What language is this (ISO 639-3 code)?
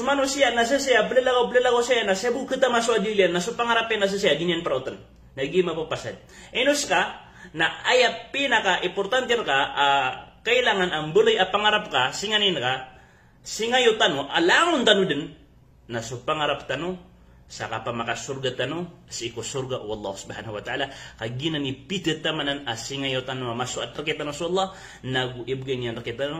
mrw